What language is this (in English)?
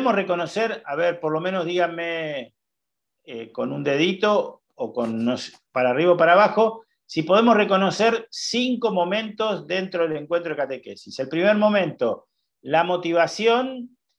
Spanish